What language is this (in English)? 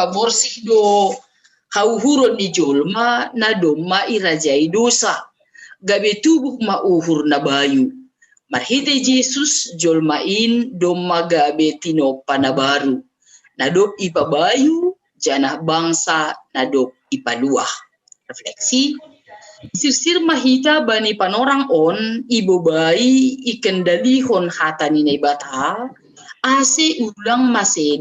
Batak Simalungun